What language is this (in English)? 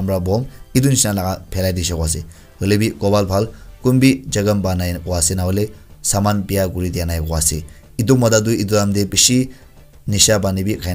Naga Pidgin